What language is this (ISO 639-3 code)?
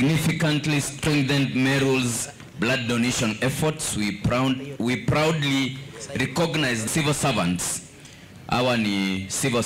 mer